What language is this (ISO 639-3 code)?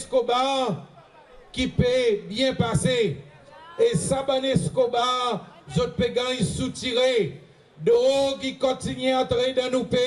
crs